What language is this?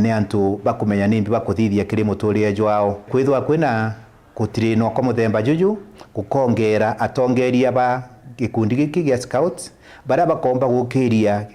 Meru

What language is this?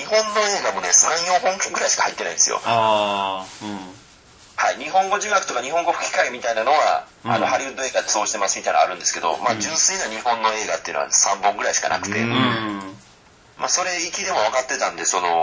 Japanese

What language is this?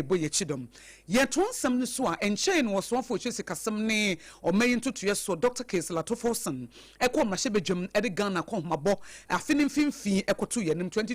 Akan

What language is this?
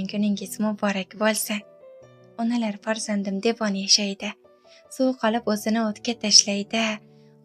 Uzbek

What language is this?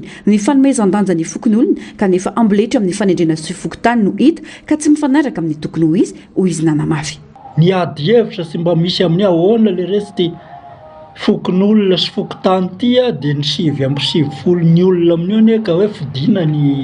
Malagasy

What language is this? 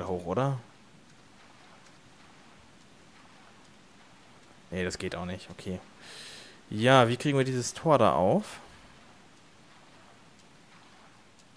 German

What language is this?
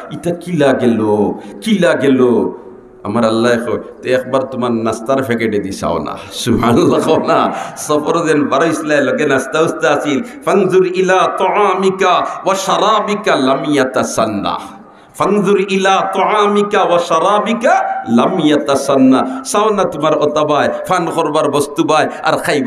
Sylheti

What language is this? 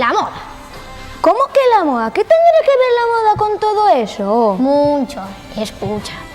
Asturian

